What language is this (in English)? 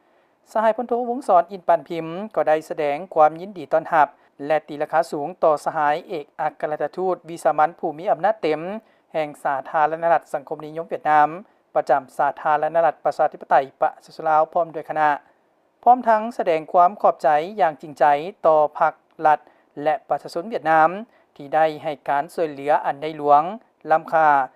Lao